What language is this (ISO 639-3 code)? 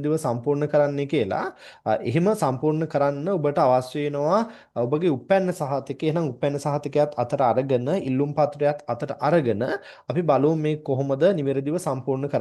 sin